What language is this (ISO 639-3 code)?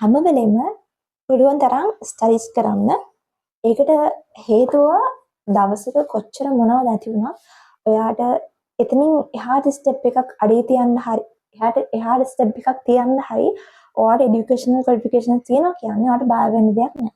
sin